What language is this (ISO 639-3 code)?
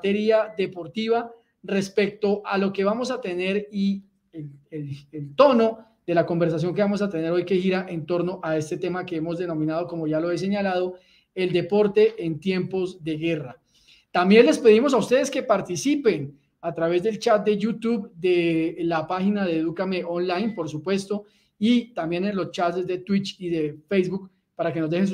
spa